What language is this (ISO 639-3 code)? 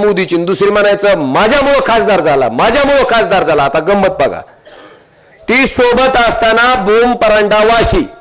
mar